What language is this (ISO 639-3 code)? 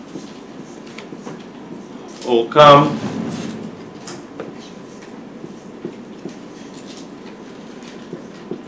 heb